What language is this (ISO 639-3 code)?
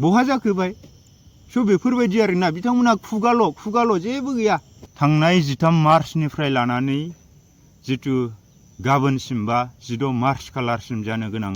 brx